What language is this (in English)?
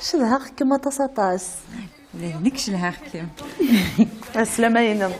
Kabyle